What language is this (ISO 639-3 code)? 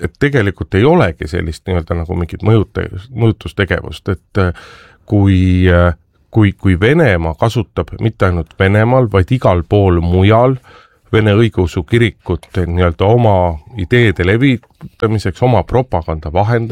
est